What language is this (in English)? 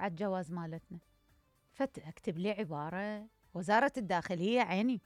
Mesopotamian Arabic